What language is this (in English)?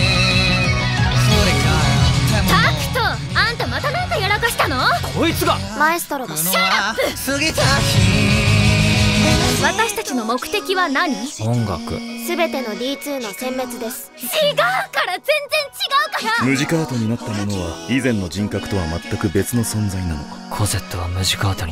Japanese